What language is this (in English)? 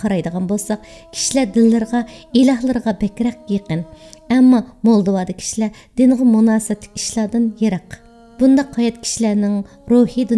Uyghur